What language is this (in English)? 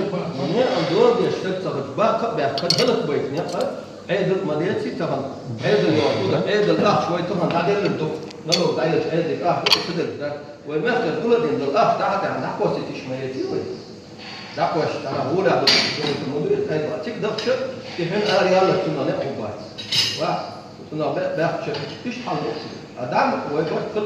Chechen